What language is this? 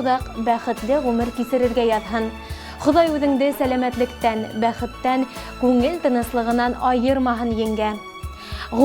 Bashkir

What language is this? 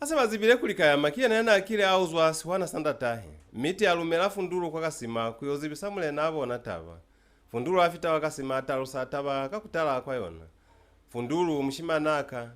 Lozi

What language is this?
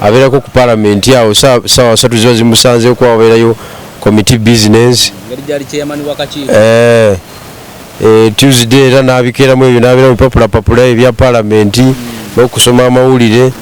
Ganda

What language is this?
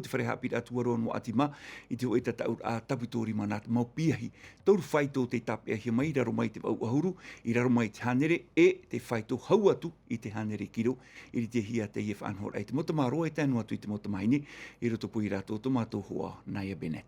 Tahitian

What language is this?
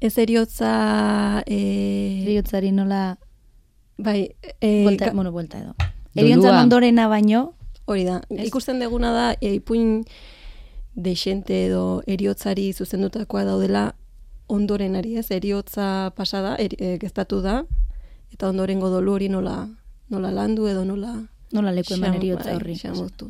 Basque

